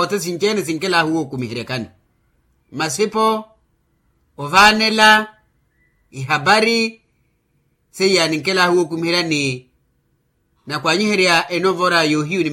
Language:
Makhuwa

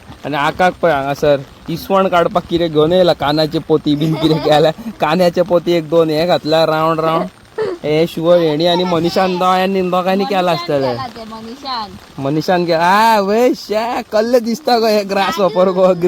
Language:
Konkani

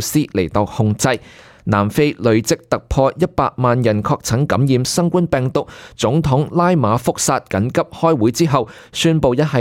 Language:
Cantonese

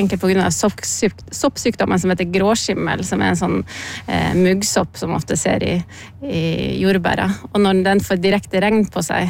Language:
Norwegian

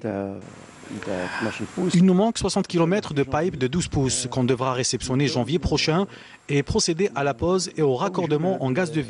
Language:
French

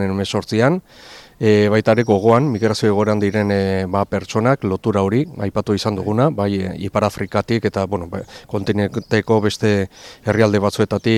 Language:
Basque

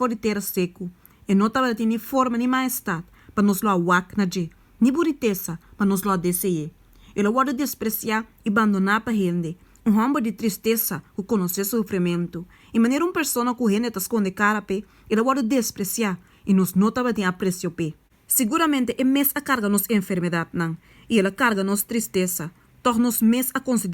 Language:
Papiamento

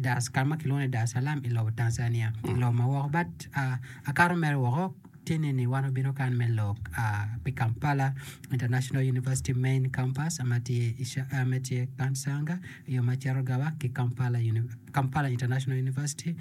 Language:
Acoli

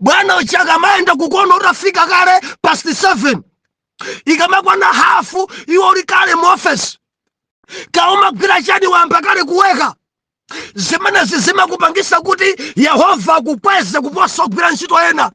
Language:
Nyanja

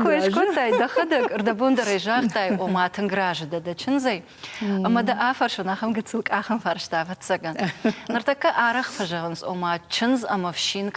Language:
Ossetic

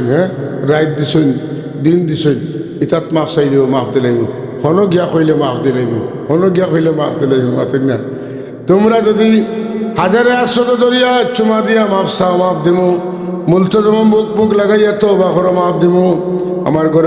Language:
Sylheti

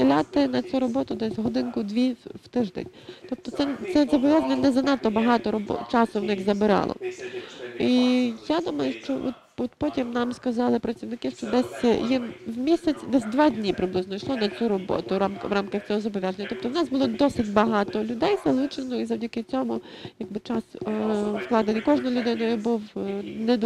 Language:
Ukrainian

